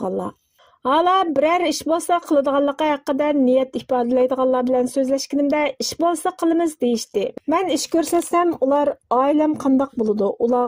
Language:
Uyghur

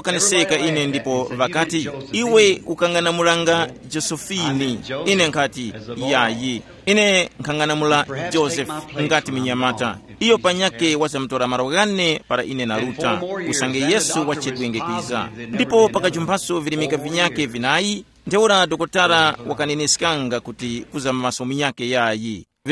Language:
Tumbuka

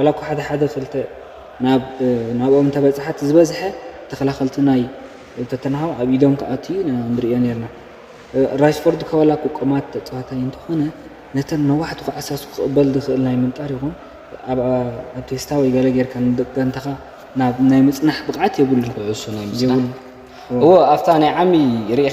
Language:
Tigrinya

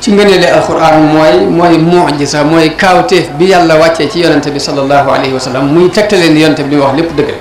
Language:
Wolof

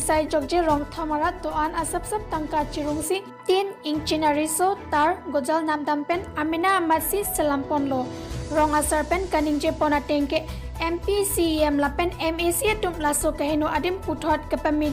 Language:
Karbi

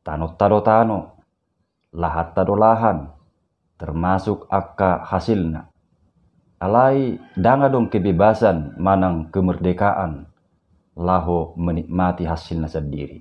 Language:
Batak Toba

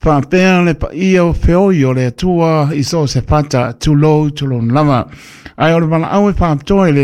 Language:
Samoan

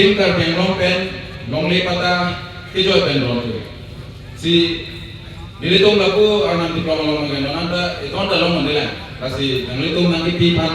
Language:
Karbi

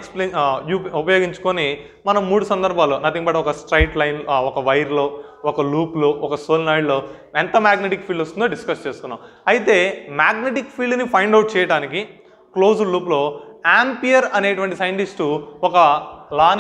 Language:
Telugu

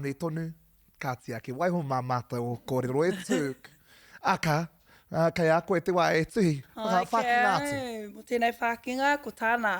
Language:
Māori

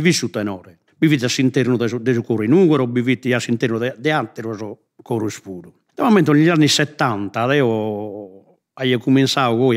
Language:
Sardinian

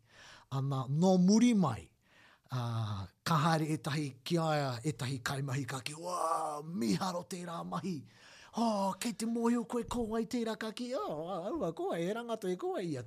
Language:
Māori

